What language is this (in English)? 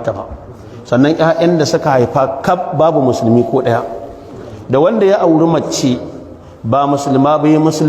Hausa